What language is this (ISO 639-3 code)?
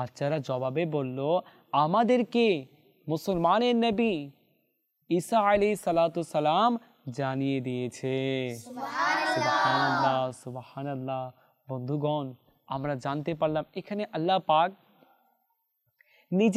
ben